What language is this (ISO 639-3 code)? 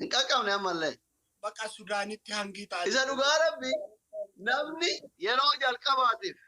orm